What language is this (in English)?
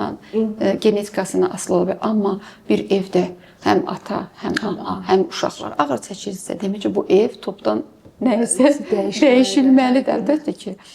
Azerbaijani